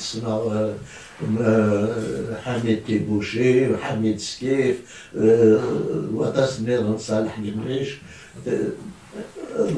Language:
Kabyle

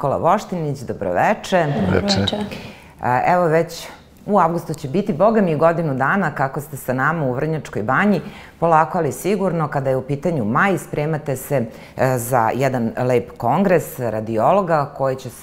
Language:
Serbian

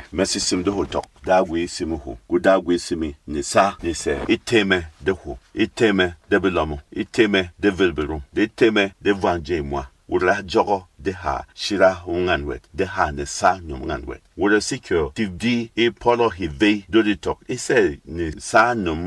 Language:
Berom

